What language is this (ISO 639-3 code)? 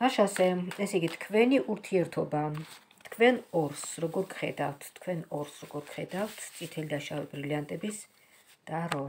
kat